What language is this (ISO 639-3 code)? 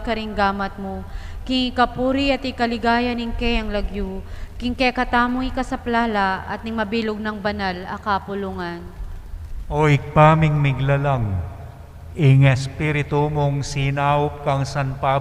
pam